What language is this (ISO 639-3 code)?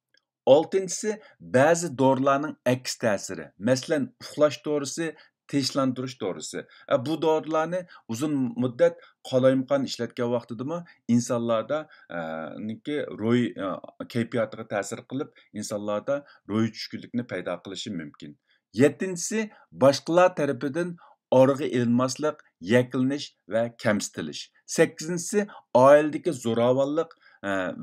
uig